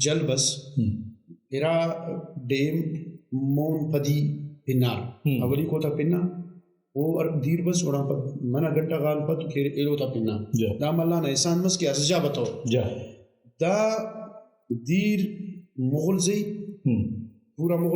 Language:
Brahui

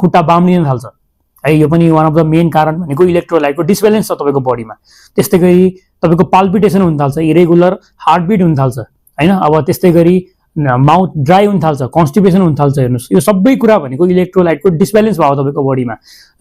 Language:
Nepali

